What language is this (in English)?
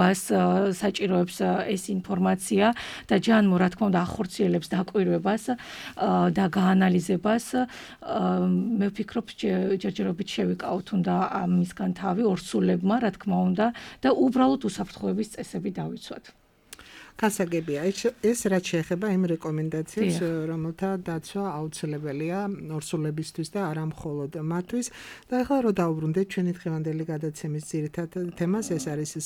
Georgian